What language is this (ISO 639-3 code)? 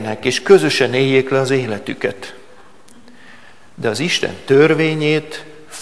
hun